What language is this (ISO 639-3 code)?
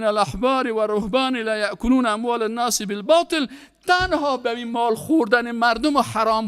fas